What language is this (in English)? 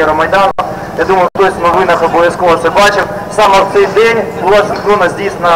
Ukrainian